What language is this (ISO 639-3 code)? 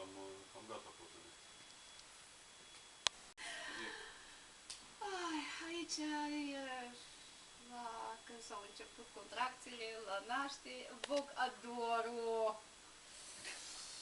ron